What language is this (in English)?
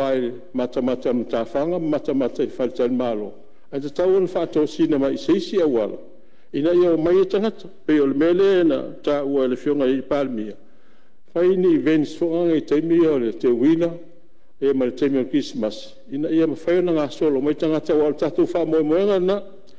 Samoan